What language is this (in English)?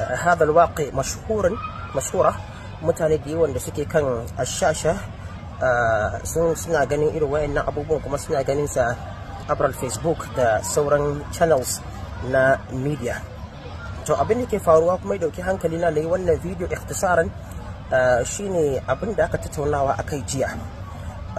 Hausa